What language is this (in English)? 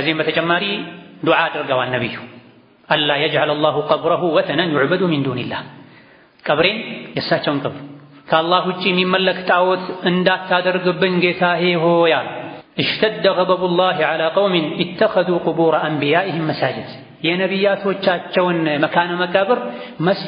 Amharic